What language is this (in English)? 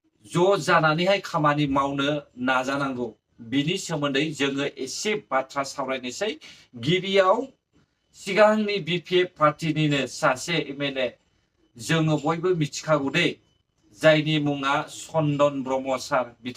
Bodo